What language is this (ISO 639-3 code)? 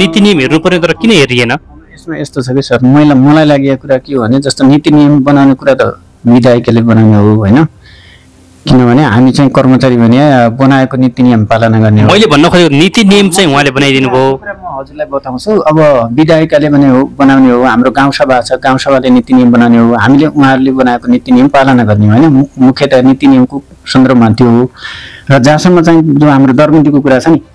nep